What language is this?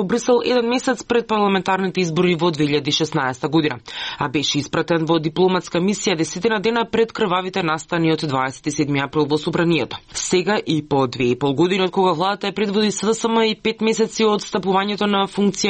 Macedonian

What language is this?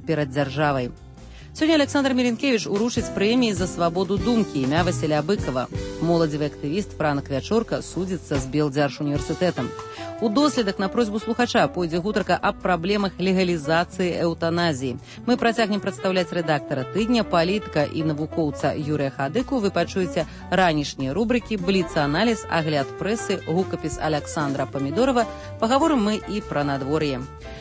Belarusian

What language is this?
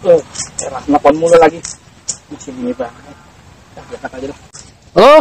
Betawi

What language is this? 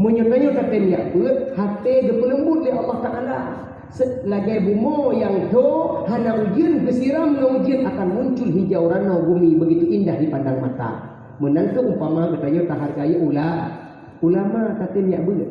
Achinese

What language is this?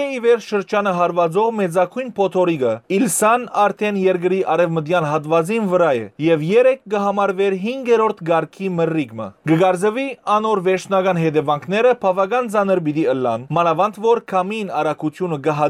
Western Armenian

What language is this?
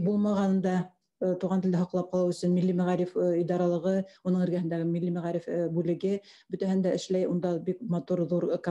Bashkir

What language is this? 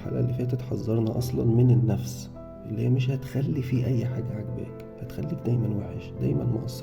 Egyptian Arabic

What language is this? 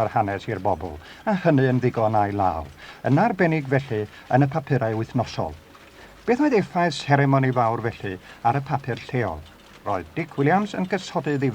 Welsh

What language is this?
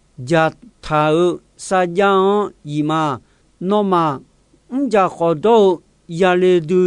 Akha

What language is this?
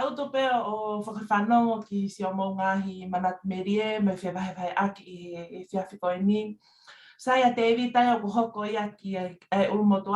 Tongan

